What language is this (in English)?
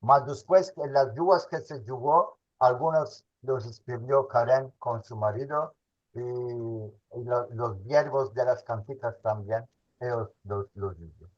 Ladino